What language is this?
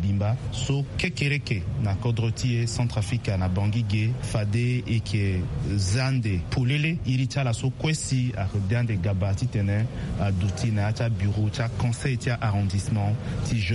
Sango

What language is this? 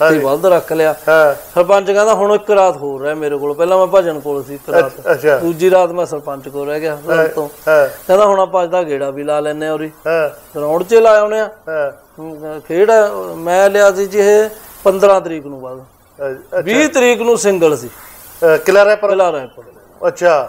Punjabi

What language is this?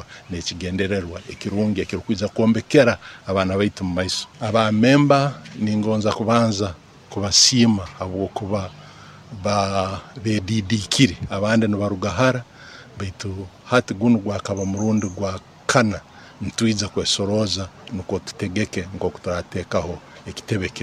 Nyoro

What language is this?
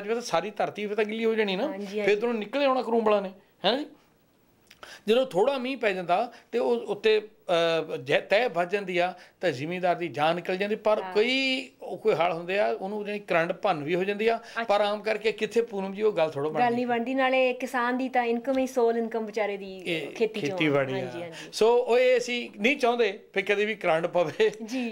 Punjabi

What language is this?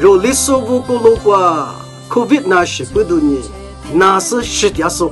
Lisu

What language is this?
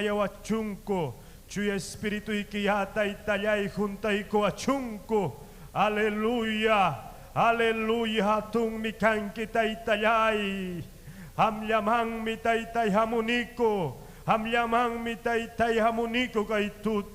Ayacucho Quechua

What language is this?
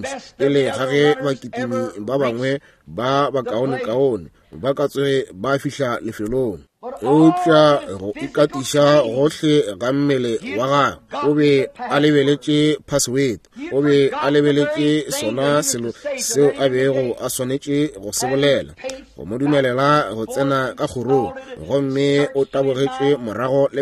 Northern Sotho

